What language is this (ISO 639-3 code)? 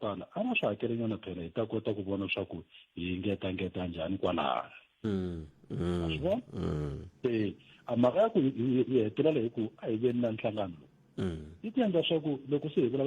tso